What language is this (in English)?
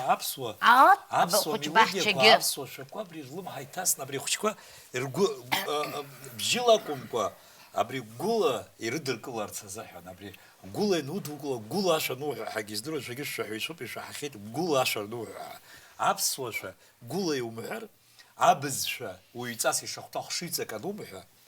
Abkhazian